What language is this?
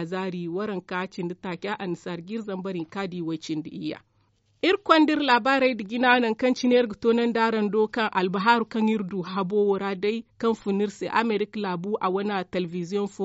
Zarma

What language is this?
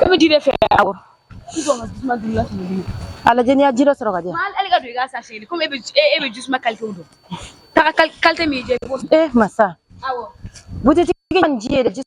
Bambara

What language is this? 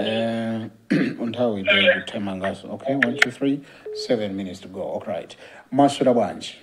Nyanja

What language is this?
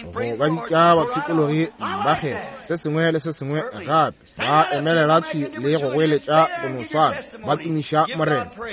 Northern Sotho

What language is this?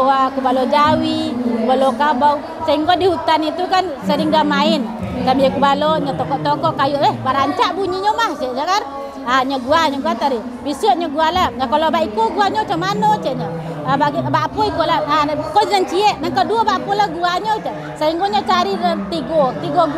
Minangkabau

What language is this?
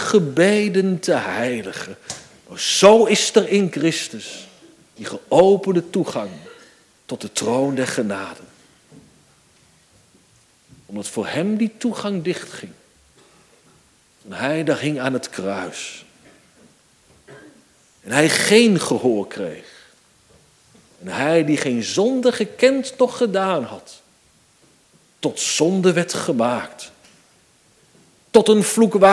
Dutch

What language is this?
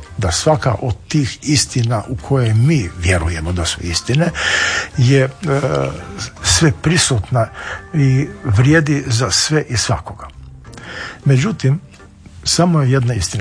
Croatian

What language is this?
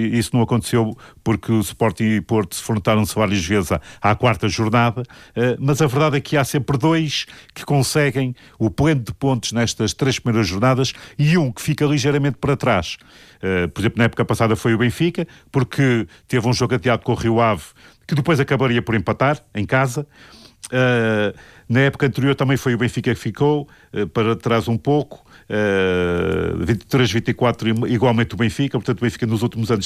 Portuguese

